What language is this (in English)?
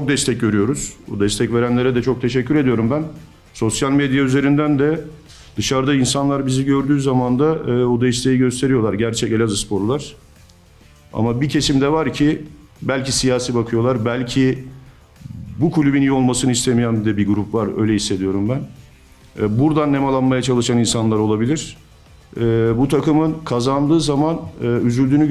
Turkish